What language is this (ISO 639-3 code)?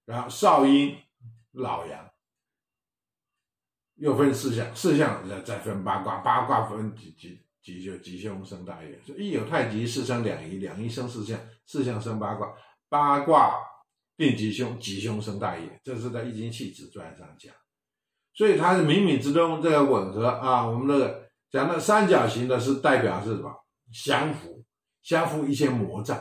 zho